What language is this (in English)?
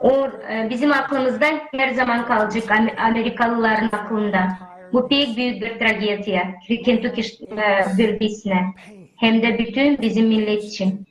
Gagauz